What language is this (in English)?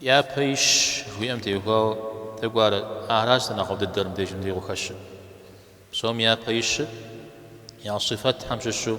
Kabardian